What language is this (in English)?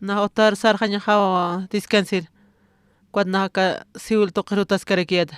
Aymara